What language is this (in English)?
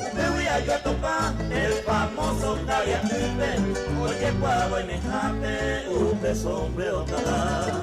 Guarani